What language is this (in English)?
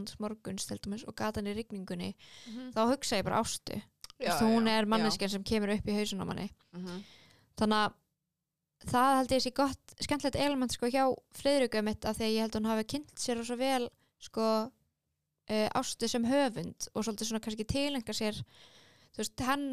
Icelandic